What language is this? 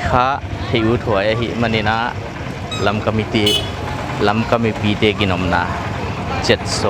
Paite Chin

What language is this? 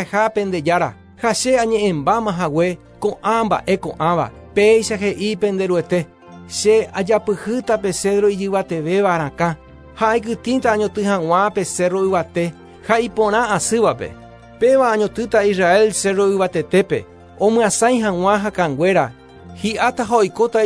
Guarani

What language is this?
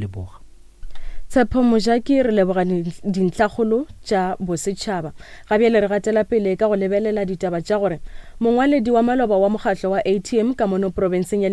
Northern Sotho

